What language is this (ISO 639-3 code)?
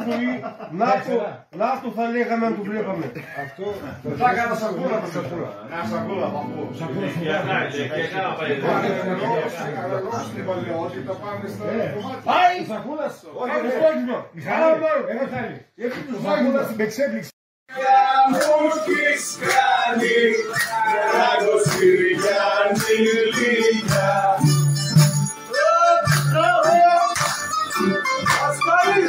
ell